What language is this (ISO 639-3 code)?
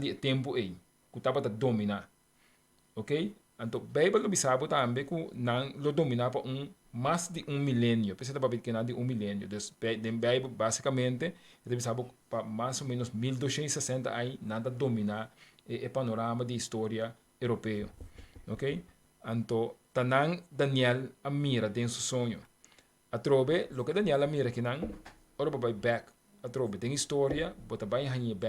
pap